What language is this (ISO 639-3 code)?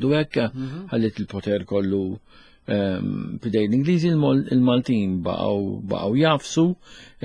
mlt